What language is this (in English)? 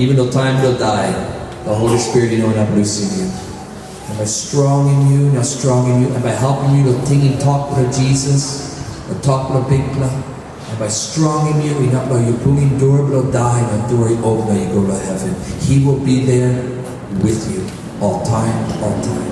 Tok Pisin